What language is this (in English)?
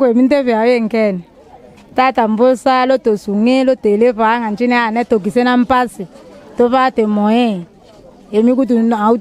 Lingala